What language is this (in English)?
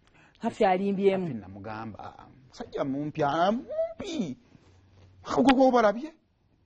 Ganda